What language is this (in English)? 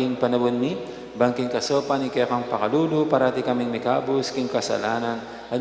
Pampanga